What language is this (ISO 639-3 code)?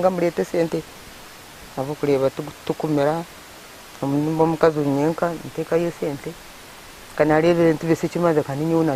nyn